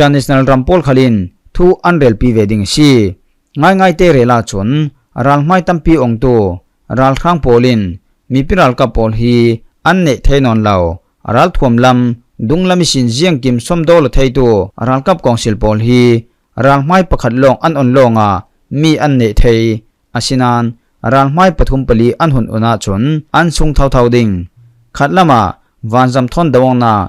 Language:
Falam Chin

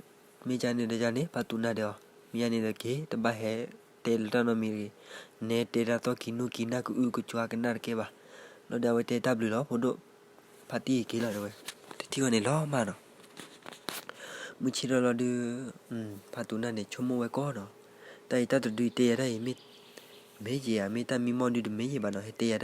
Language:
S'gaw Karen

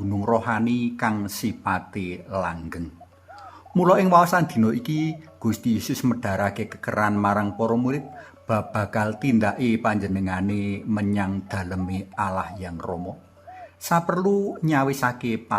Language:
Javanese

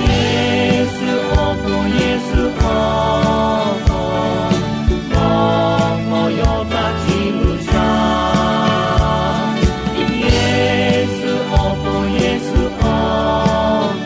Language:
Lahu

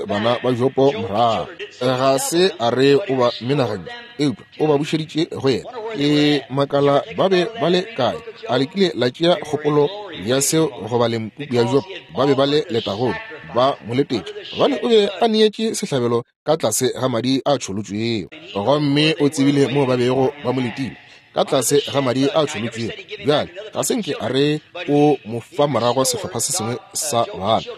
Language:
Northern Sotho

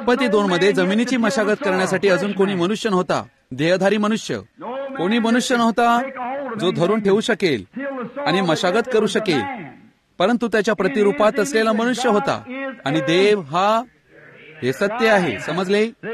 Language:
Marathi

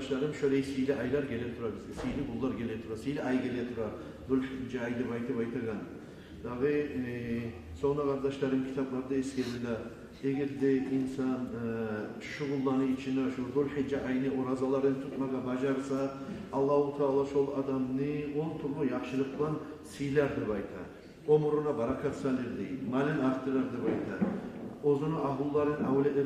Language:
Kumyk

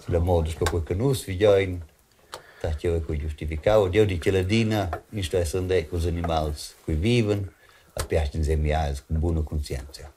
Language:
Romansh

